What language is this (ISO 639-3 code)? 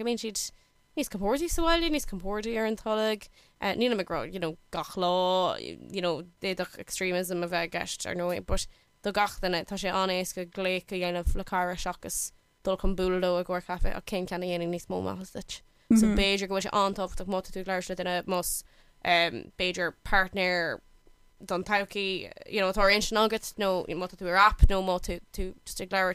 gle